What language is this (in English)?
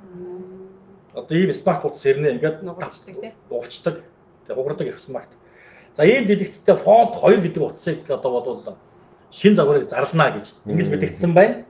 Mongolian